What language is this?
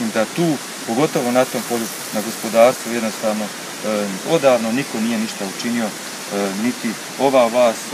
Bosnian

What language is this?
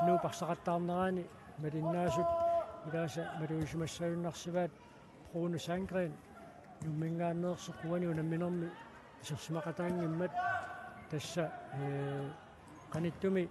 Kalaallisut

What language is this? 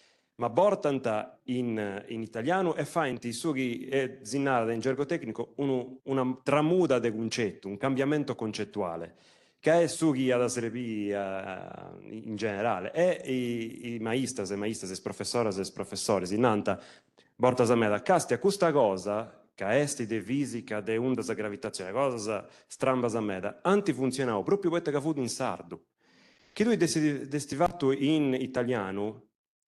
Sardinian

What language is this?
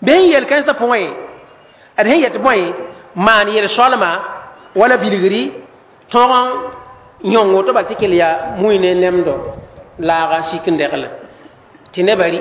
Mossi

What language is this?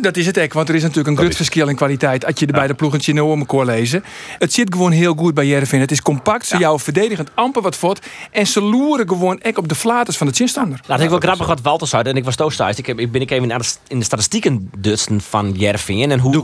Western Frisian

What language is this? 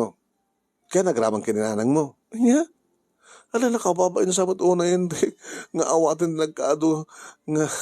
Iloko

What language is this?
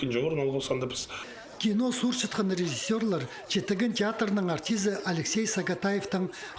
Khakas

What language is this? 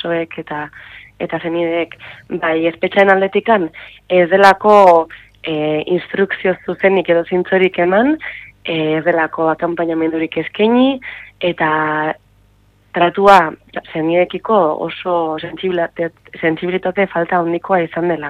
Basque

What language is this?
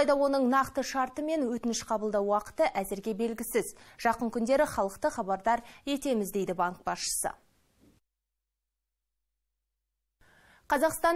Kazakh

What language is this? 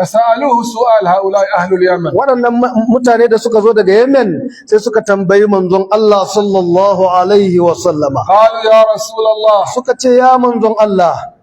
Hausa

